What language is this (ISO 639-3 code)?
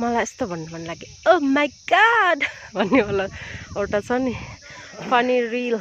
nep